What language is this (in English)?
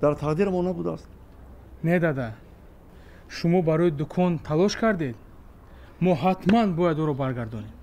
Tajik